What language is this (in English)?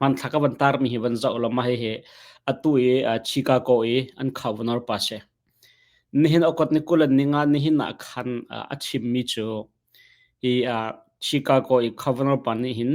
Hakha Chin